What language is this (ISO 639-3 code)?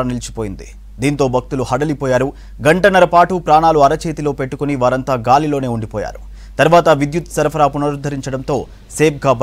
tel